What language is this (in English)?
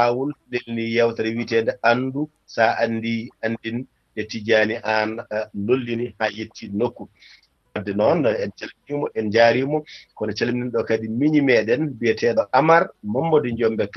Fula